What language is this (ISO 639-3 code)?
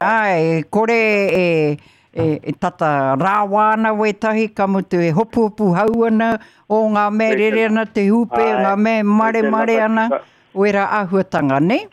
mri